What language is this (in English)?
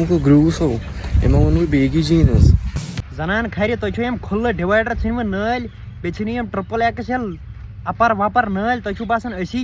Kashmiri